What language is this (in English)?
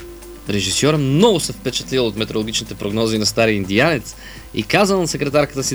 Bulgarian